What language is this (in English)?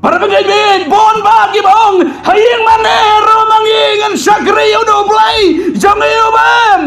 Khasi